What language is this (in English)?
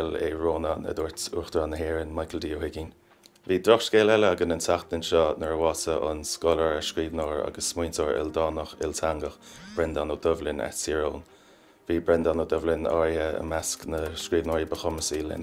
Irish